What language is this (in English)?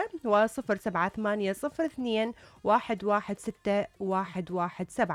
Mesopotamian Arabic